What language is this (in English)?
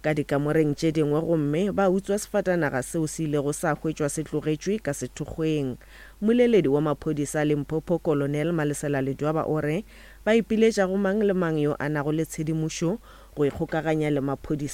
Northern Sotho